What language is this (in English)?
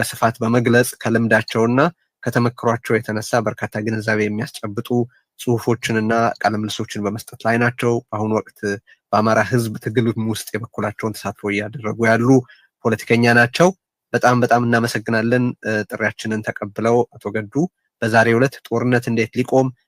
Amharic